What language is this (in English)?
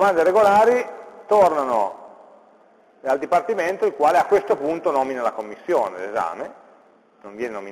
Italian